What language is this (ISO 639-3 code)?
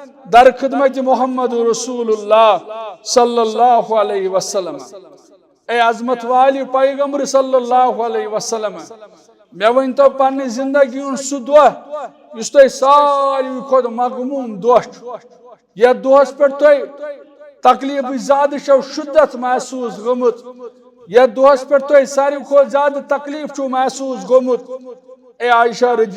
kas